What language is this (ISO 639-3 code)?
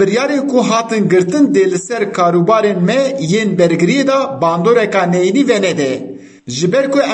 kur